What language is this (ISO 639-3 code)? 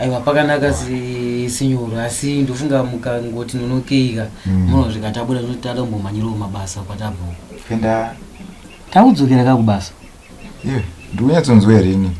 sna